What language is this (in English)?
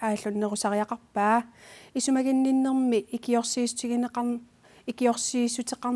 Kalaallisut